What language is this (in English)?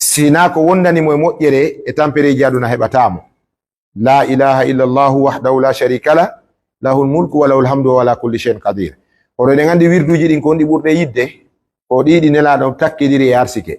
Pular